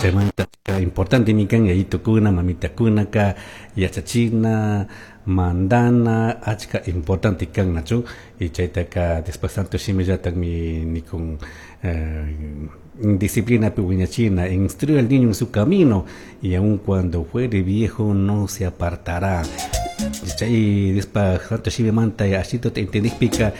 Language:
Chimborazo Highland Quichua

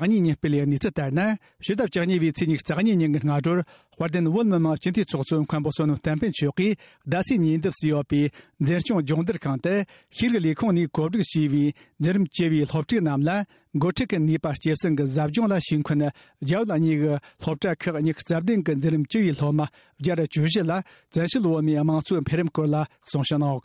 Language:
Tibetan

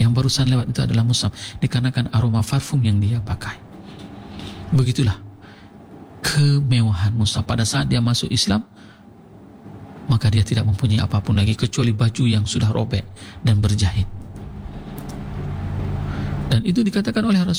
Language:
Indonesian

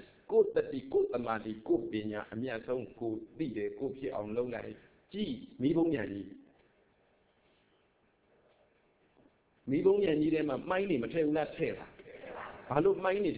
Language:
Burmese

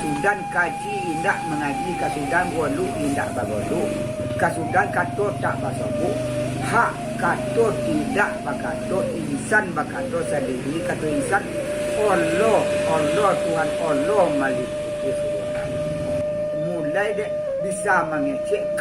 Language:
Minangkabau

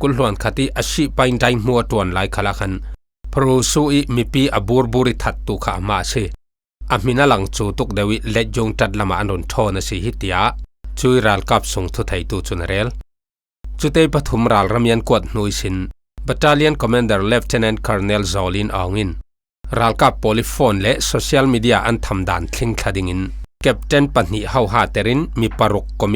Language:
Falam Chin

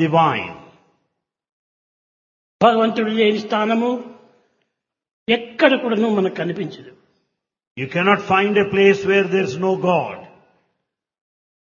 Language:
Telugu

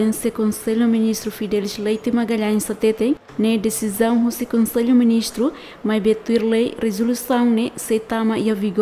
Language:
Tetum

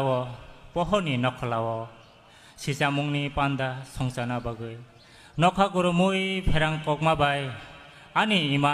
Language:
Kok Borok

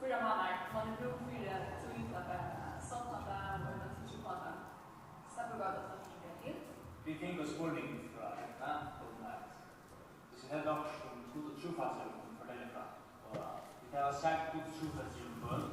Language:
Faroese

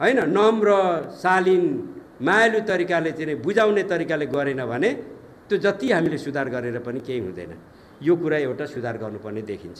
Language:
Nepali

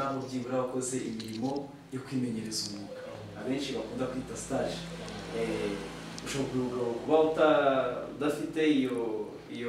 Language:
Kinyarwanda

